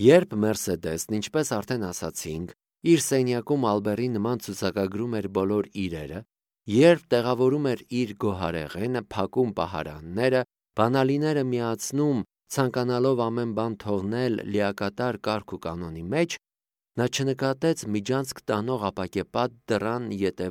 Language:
Armenian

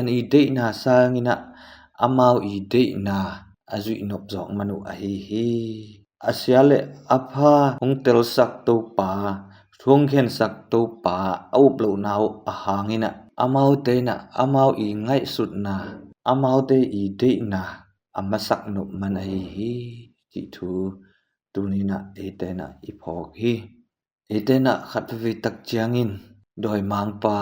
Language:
Tedim Chin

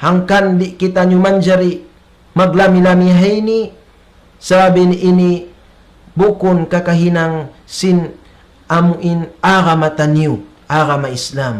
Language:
Tausug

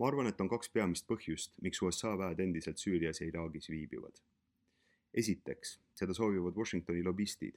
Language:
Estonian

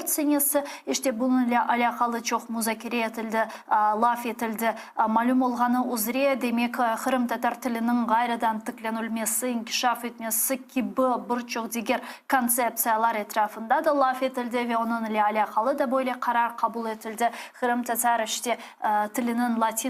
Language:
Crimean Tatar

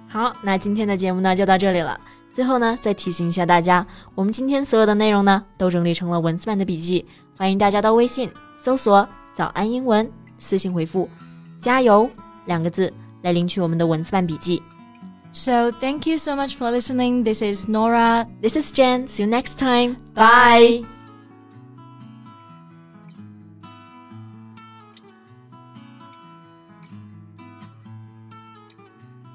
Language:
Chinese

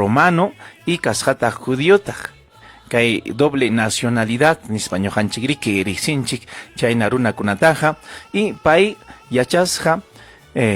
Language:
Ayacucho Quechua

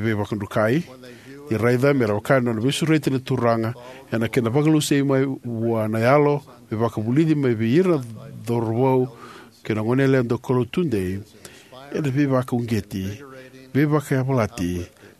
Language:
Fijian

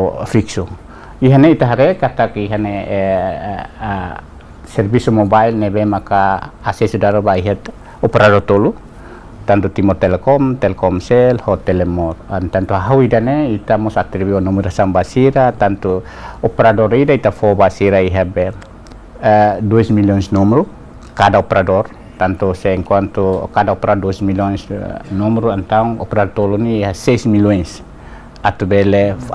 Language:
Tetum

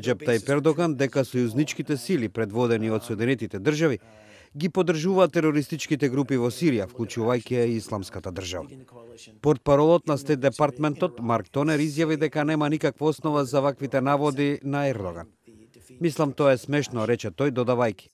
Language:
Macedonian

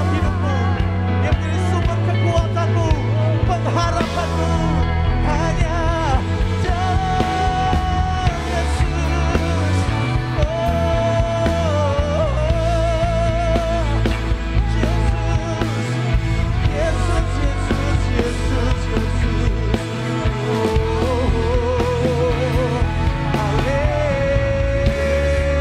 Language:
Indonesian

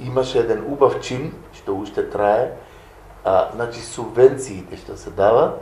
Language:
Macedonian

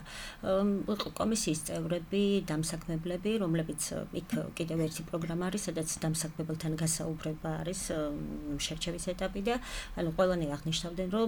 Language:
Georgian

